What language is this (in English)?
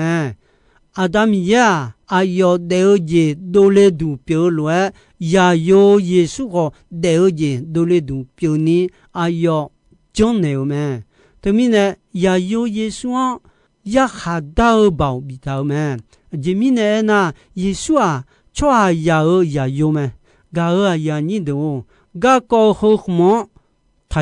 Akha